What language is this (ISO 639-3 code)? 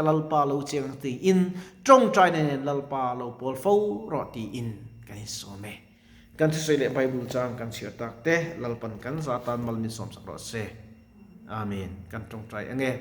lus